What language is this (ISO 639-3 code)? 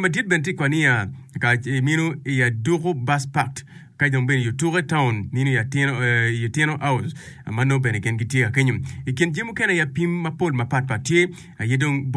ach